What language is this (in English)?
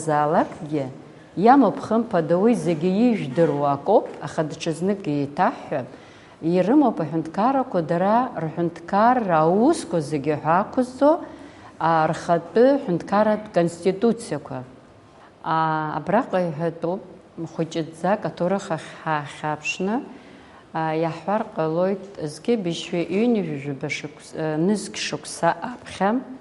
Abkhazian